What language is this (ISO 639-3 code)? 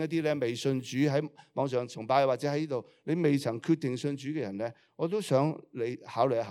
yue